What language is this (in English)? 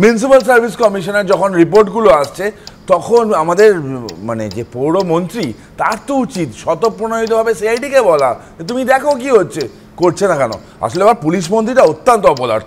Bangla